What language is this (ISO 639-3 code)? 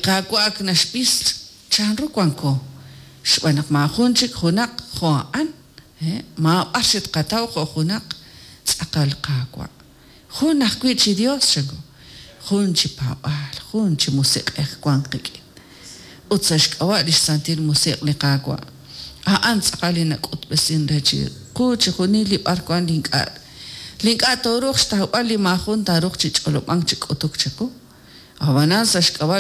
kek